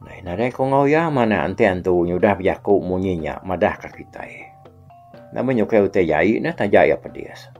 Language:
Iban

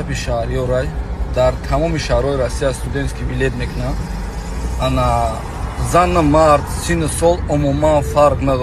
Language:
Tajik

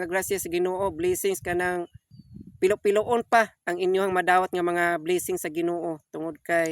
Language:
Cebuano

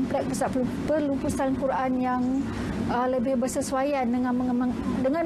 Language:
Malay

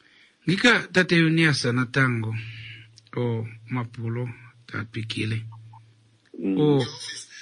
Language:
Kuanyama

